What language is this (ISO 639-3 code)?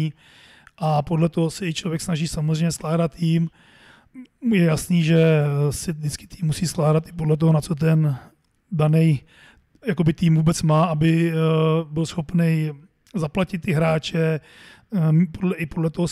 ces